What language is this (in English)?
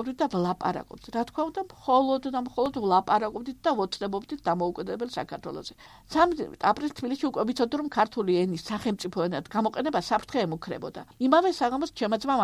Georgian